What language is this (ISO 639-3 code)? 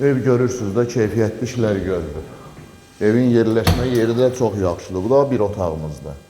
aze